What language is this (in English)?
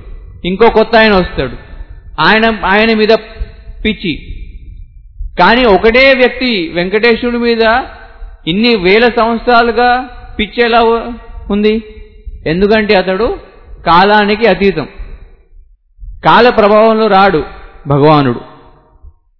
Telugu